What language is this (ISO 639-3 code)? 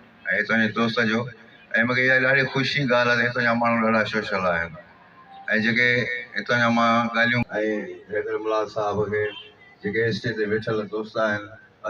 snd